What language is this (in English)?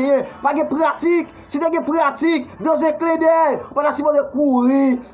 Haitian Creole